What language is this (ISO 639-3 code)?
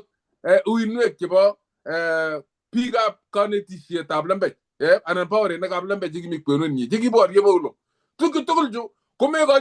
kln